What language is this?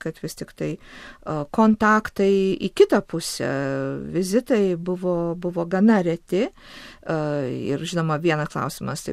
Lithuanian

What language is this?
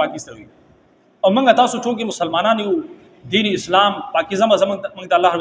Pashto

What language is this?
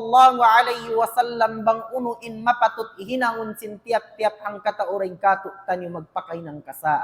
Tausug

